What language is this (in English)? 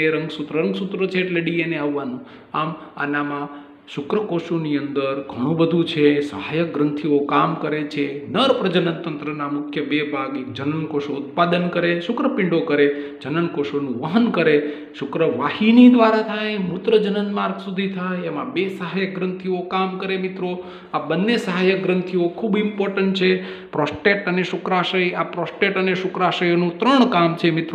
Gujarati